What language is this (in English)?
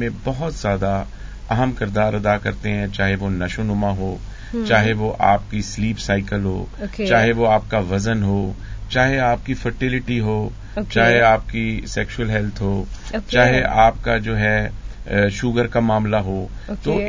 Urdu